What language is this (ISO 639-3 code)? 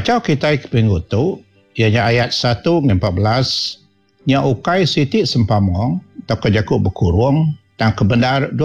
iba